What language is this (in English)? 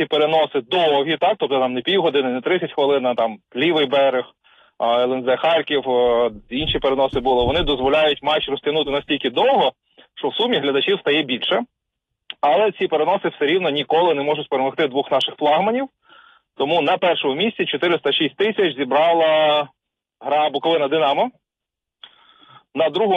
Ukrainian